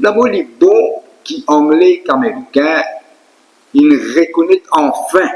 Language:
Morisyen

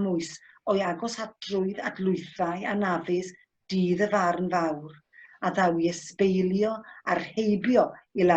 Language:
Welsh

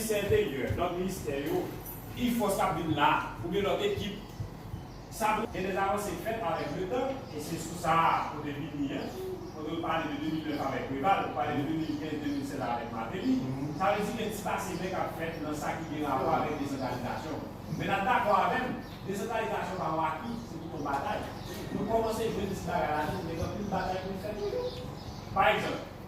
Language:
Haitian Creole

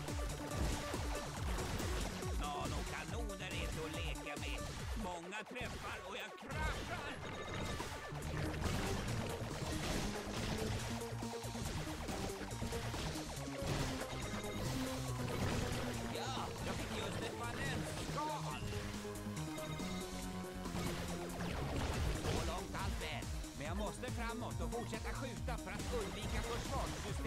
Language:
Swedish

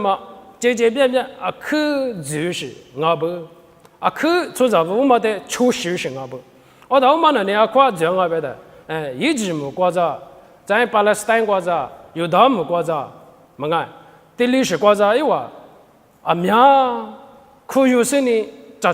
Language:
Lisu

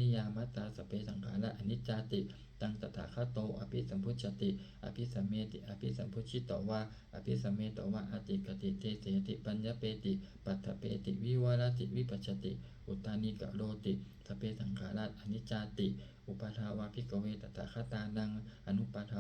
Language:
Pali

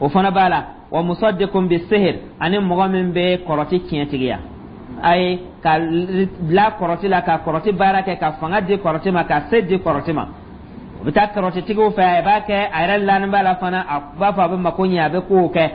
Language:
Dyula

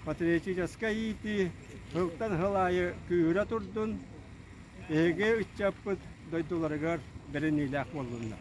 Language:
Yakut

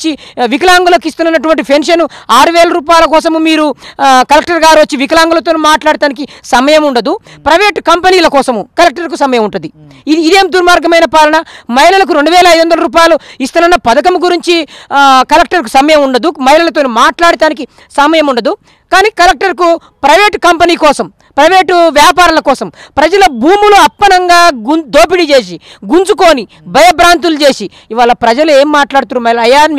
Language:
Telugu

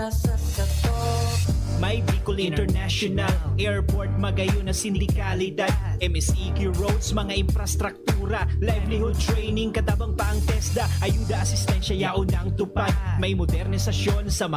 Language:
Bikol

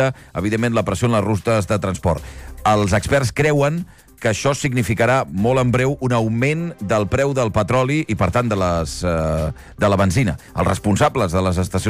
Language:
Catalan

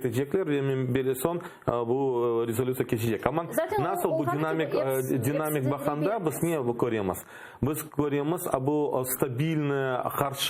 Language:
Crimean Tatar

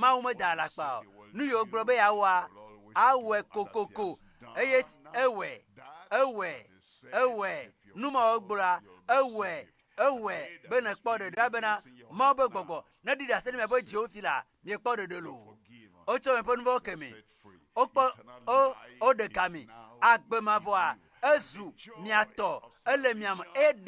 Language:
Ewe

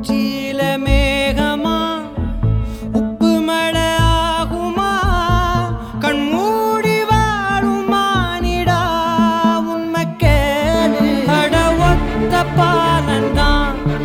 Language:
Tamil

